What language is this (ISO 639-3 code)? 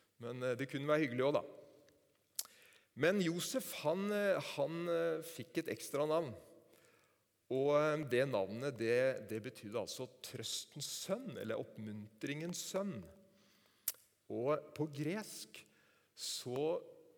nor